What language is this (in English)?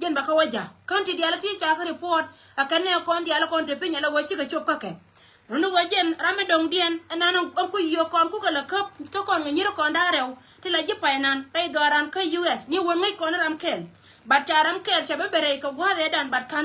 Nuer